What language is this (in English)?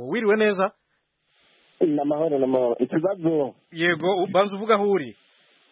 Kinyarwanda